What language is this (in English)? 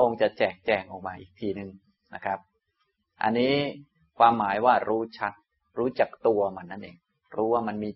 Thai